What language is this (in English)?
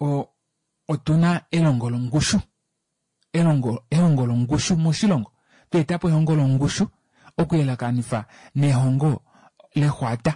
Kuanyama